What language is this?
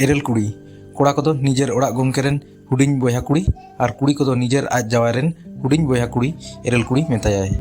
Santali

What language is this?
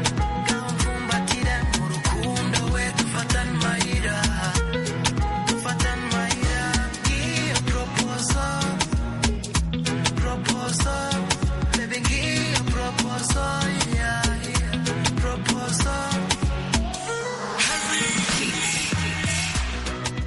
Kinyarwanda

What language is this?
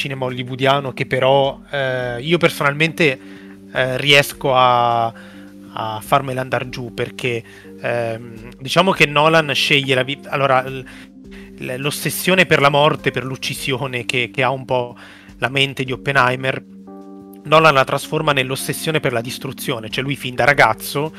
Italian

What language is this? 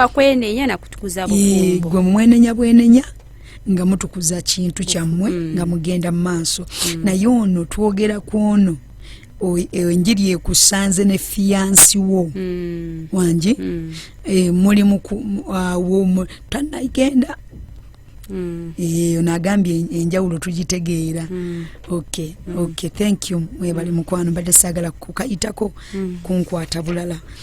Ganda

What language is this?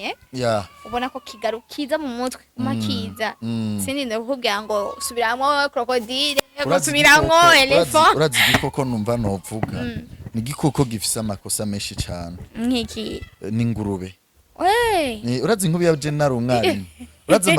Rundi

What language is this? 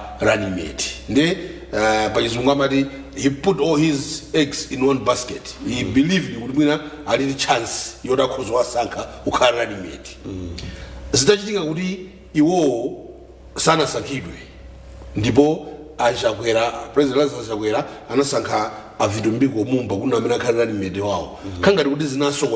Nyanja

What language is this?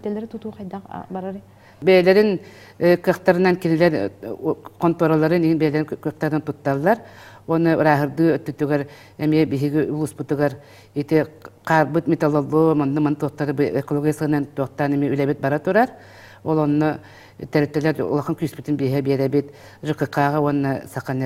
Yakut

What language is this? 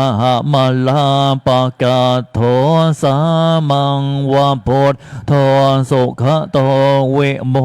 Pali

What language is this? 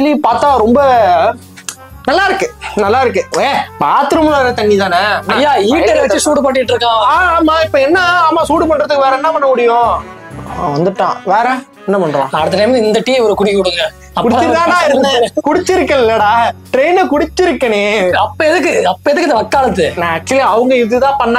Tamil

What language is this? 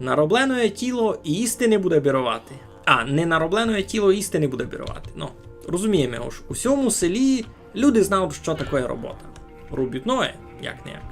Rusyn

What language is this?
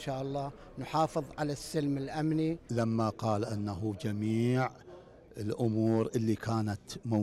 Gulf Arabic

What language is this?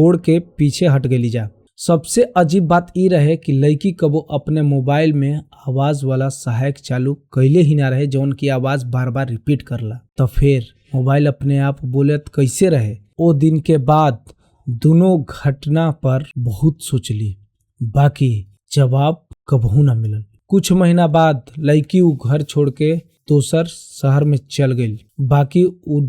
Bhojpuri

